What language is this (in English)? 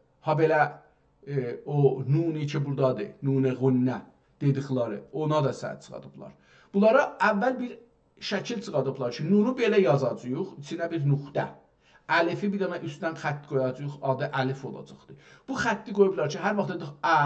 South Azerbaijani